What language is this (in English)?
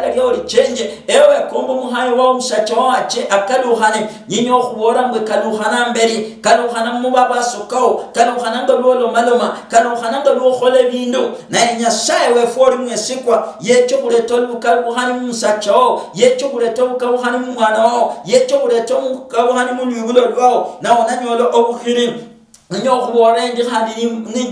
Luyia